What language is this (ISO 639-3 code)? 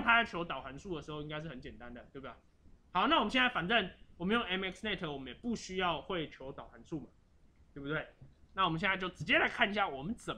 zho